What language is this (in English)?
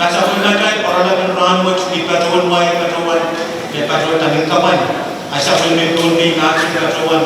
Pohnpeian